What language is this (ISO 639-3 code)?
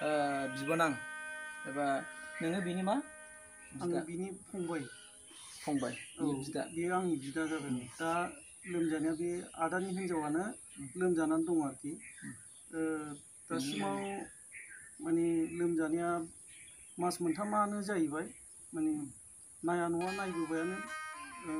brx